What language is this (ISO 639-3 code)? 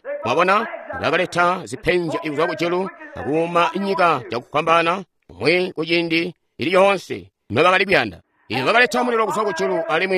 toi